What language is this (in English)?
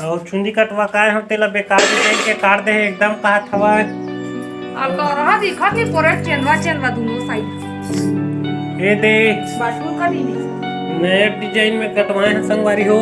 Chhattisgarhi